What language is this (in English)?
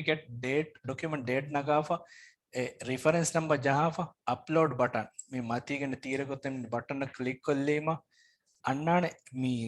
Divehi